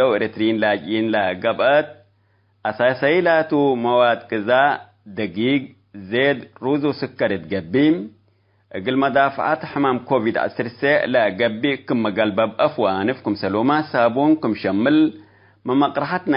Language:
Tigre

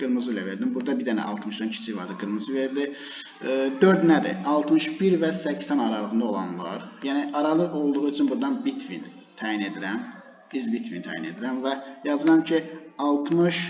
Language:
Azerbaijani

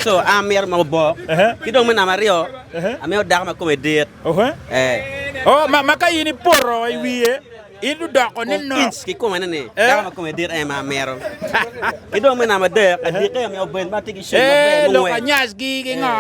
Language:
Acoli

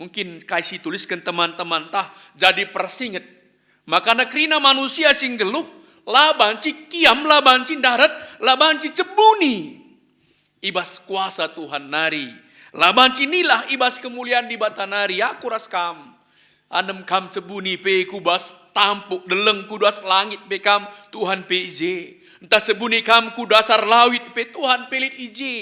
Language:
Batak Karo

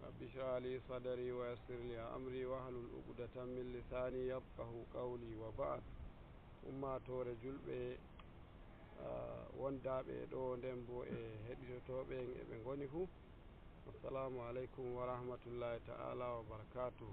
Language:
Nigerian Fulfulde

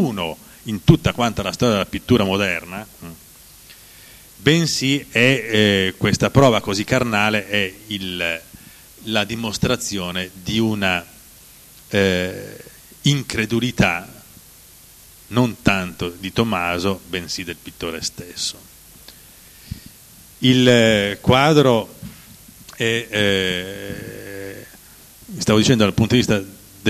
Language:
Italian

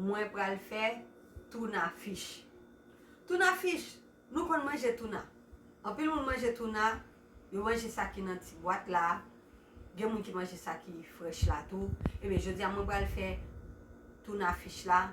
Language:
Haitian Creole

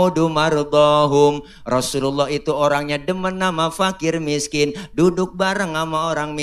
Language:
Betawi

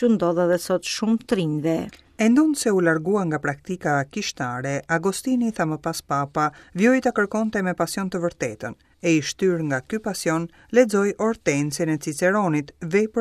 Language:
Albanian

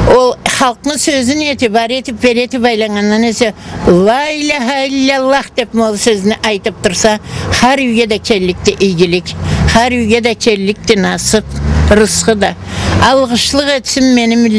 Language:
Karachay-Balkar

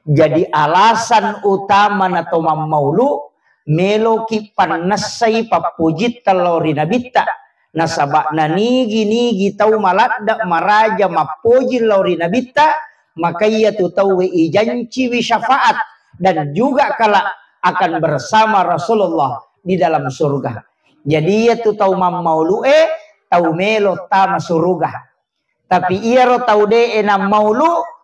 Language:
Buginese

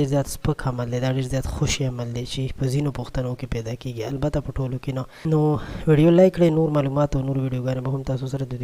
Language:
Pashto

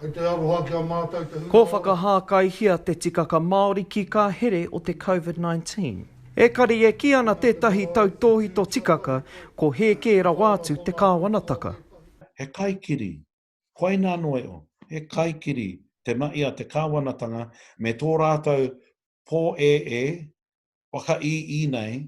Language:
Māori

